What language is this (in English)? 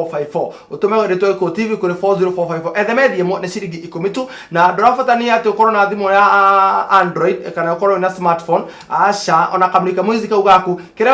Kikuyu